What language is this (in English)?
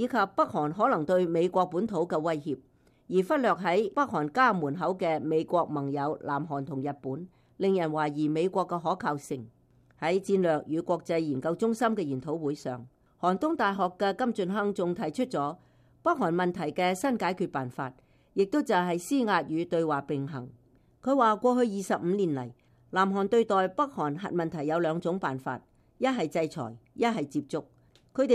Cantonese